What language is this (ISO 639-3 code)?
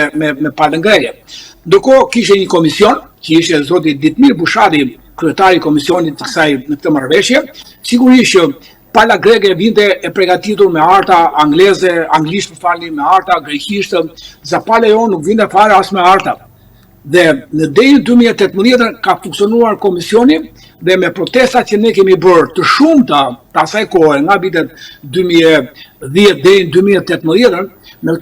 sqi